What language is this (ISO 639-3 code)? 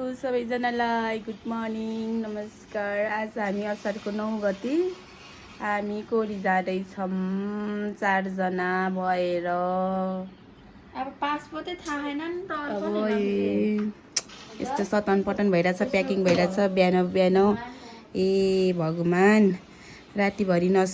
nep